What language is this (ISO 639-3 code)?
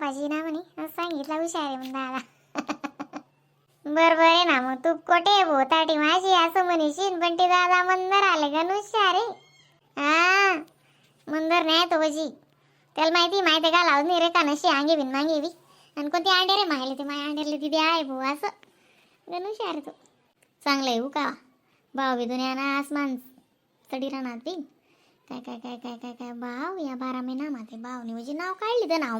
khn